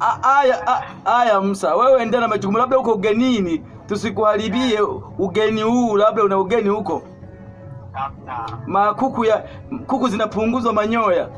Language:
Swahili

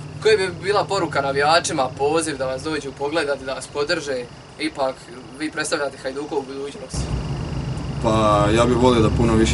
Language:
Croatian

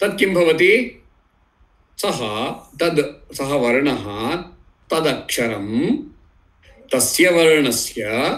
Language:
Sanskrit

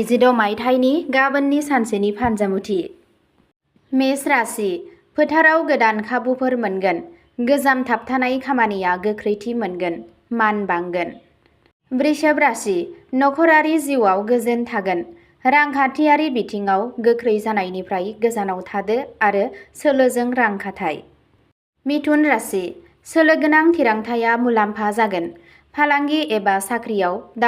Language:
Bodo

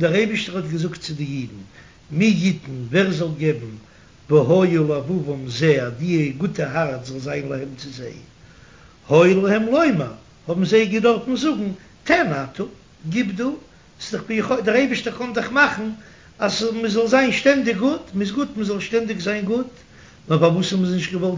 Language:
Yiddish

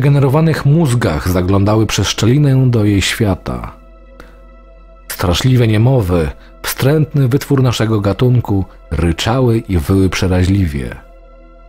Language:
Polish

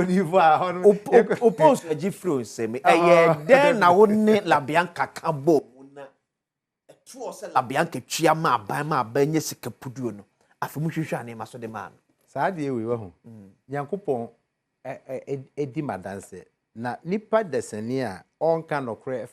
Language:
Akan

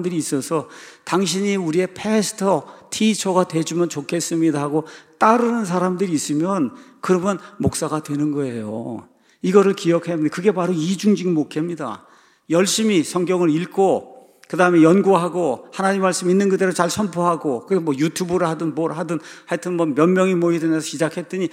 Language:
Korean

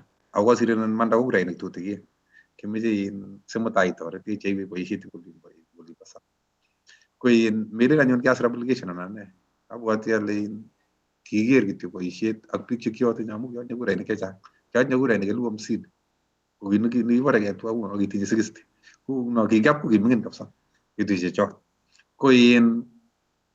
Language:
Kalenjin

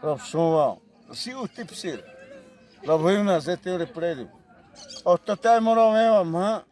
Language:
Xavánte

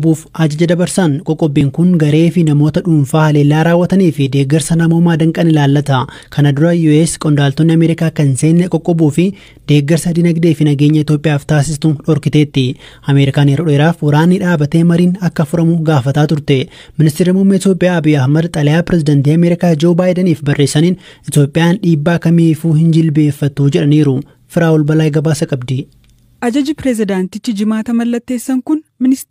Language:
Oromo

